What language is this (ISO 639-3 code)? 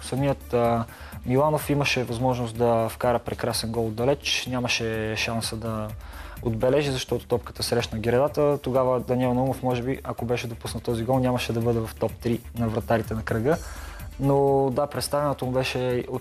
bul